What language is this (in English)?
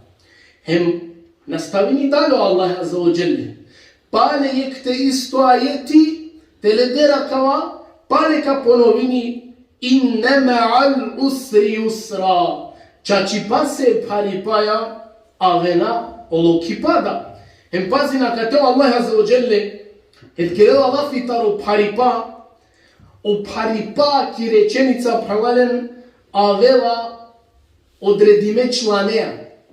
Balkan Romani